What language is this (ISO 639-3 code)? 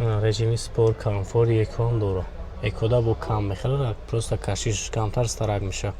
tgk